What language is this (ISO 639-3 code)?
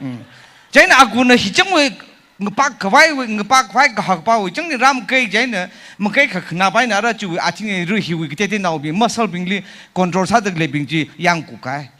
nmf